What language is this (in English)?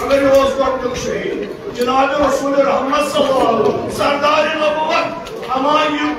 Kashmiri